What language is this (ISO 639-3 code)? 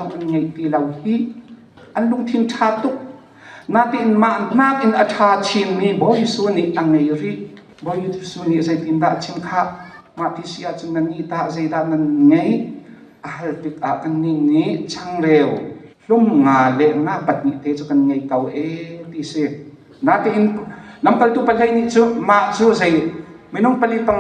cnh